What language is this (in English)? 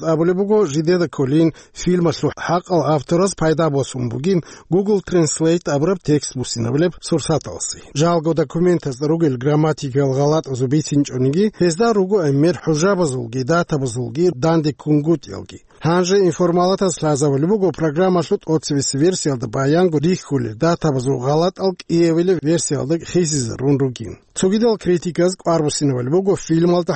Avaric